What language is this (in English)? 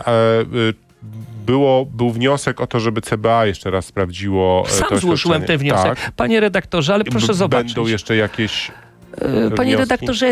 Polish